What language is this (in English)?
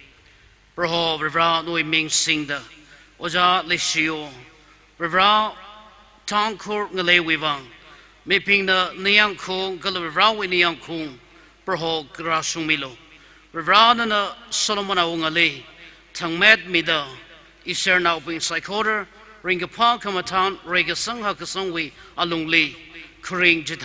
Tangkhul Naga (India)